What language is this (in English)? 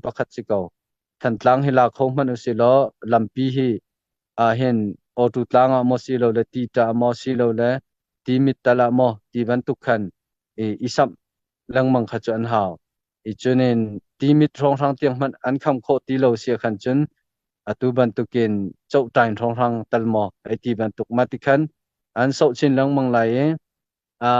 Hakha Chin